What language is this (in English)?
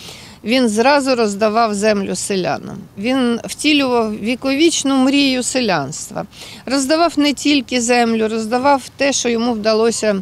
Ukrainian